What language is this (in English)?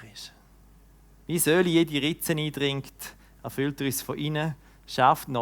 Swiss German